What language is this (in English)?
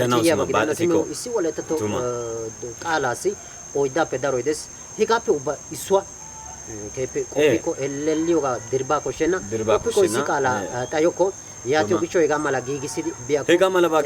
Wolaytta